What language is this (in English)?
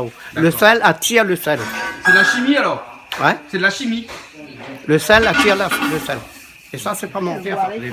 Réunion Creole French